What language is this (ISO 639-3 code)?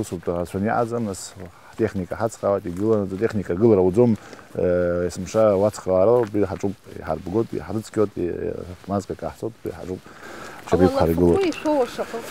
abk